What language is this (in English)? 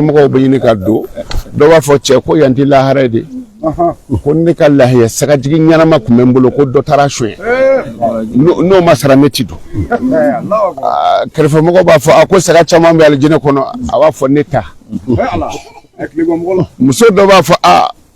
Bambara